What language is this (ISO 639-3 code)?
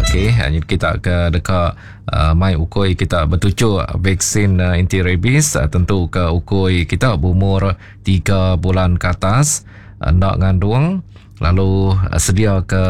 iba